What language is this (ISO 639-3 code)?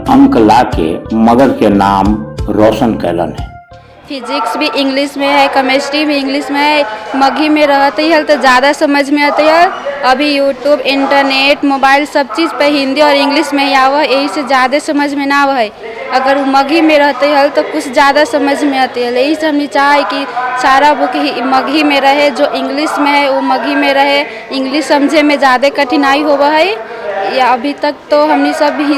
mag